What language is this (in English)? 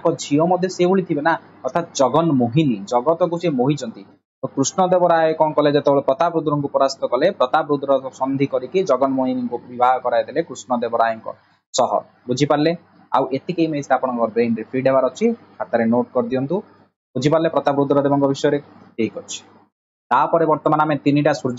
Odia